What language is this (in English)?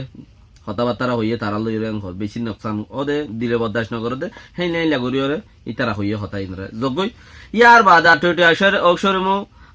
Rohingya